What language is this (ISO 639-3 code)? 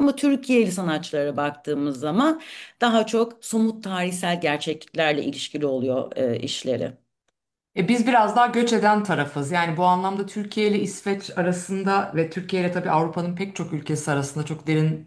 tur